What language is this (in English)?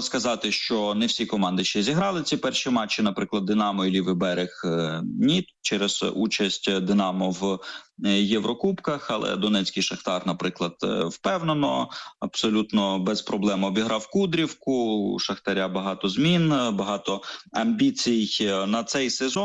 Ukrainian